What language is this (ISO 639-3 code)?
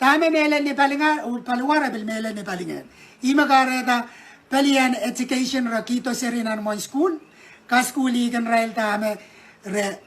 pon